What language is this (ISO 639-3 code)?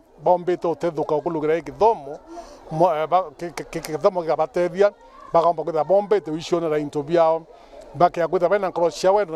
mer